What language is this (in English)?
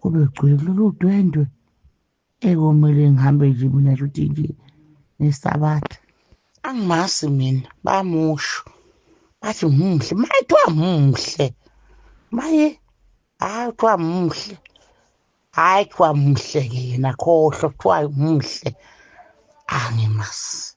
Zulu